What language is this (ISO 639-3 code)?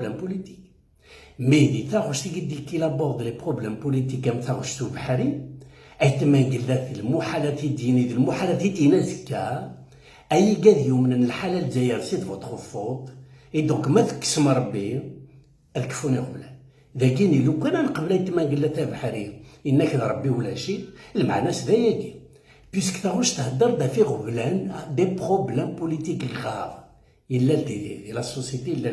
kab